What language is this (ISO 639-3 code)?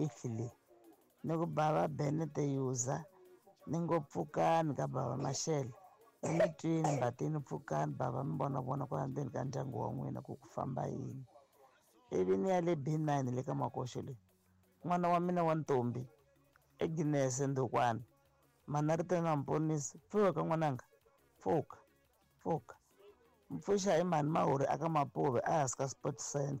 tso